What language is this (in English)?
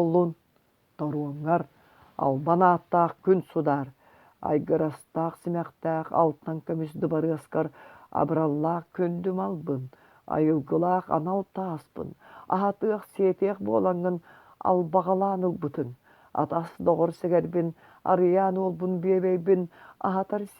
Yakut